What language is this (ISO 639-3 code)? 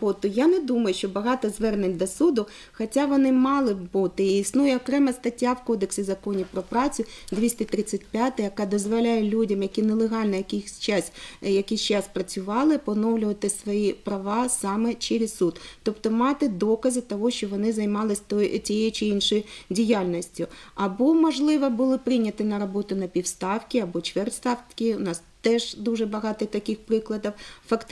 ukr